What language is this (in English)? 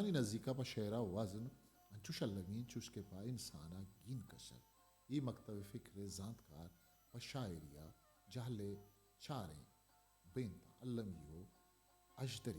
Eastern Balochi